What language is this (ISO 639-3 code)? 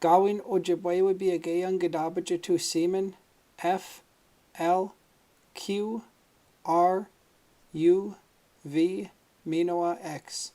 ciw